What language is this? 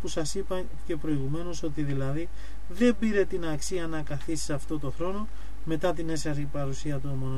Greek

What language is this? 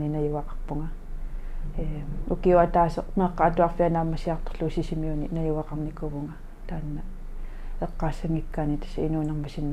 Kalaallisut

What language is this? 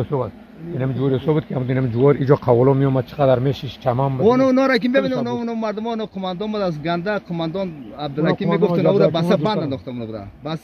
Persian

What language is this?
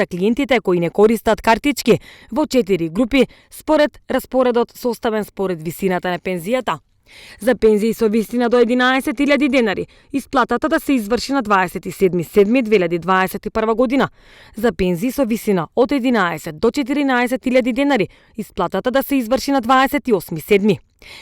Macedonian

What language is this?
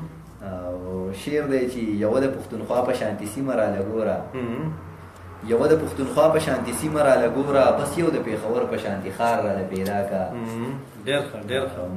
Pashto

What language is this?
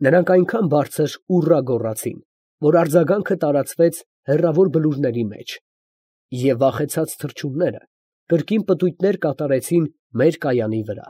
Armenian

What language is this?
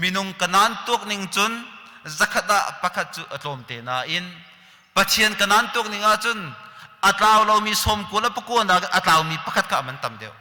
Hakha Chin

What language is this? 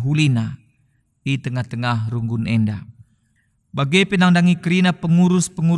Batak Karo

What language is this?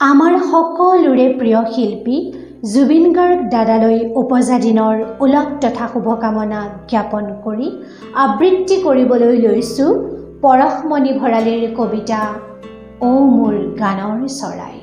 Assamese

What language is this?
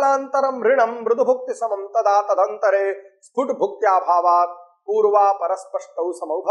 Sanskrit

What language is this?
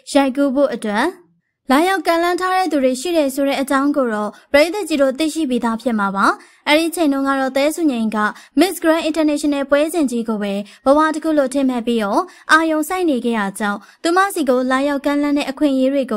Burmese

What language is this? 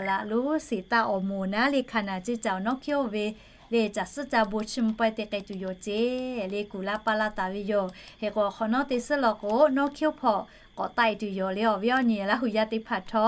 Lahu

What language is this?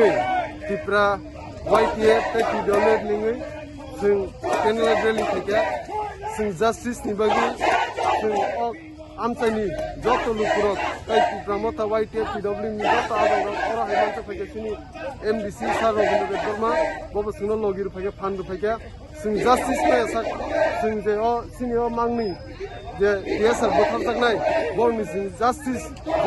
Kok Borok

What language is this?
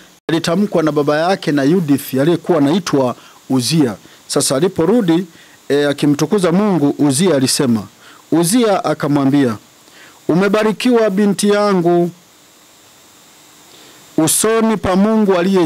Swahili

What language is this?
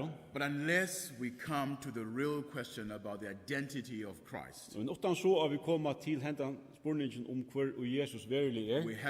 Faroese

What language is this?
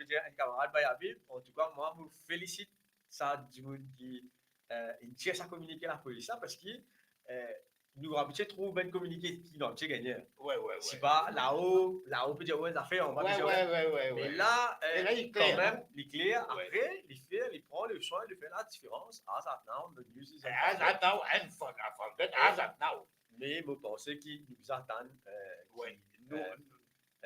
Morisyen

